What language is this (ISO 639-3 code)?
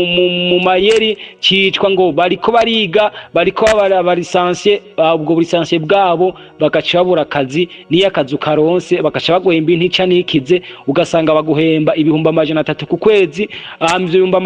run